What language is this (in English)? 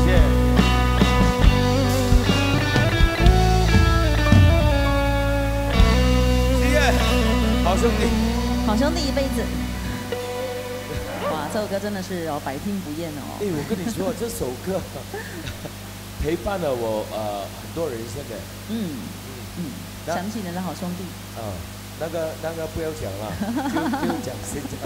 Chinese